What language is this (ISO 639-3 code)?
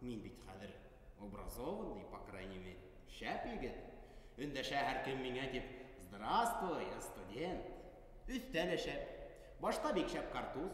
bak